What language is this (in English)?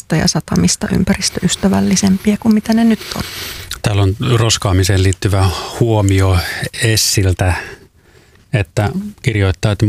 Finnish